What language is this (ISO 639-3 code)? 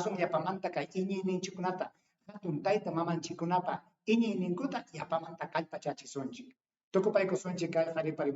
quy